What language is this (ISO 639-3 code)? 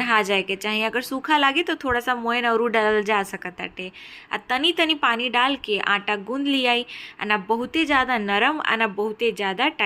bho